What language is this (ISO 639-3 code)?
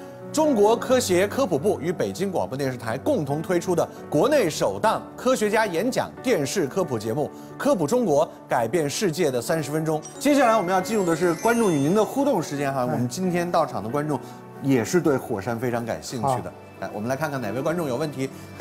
zho